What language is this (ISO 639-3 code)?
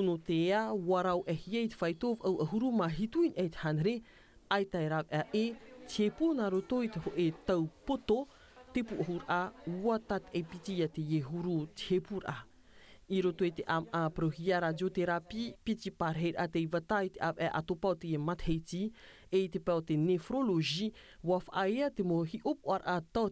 tah